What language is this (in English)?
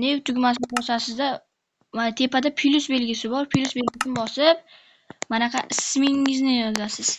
Uzbek